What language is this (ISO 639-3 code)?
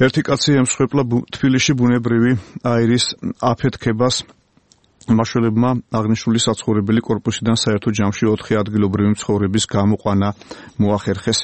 kat